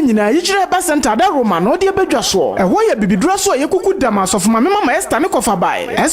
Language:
Akan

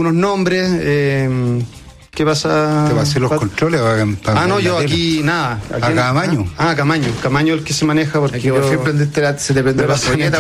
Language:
Spanish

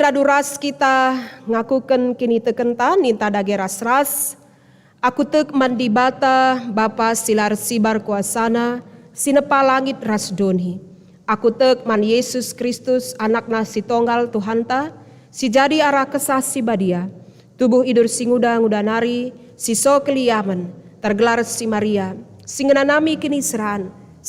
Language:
Batak Karo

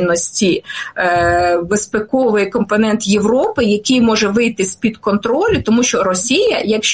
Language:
Ukrainian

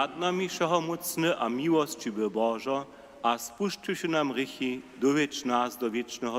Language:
Upper Sorbian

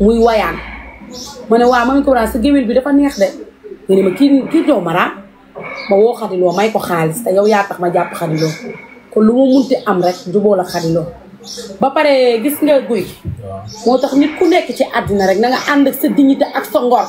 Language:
Wolof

